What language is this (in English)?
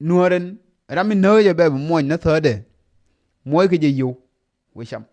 Nuer